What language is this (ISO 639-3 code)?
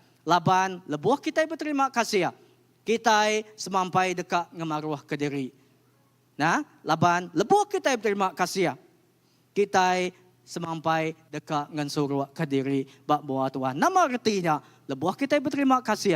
iba